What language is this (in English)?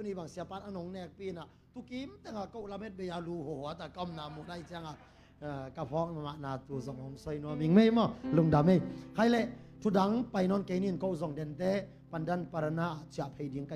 Tedim Chin